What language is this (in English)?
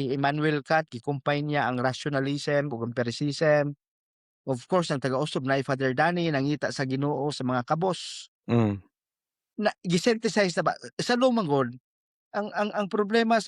Cebuano